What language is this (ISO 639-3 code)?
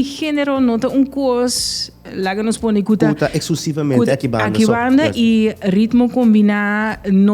pap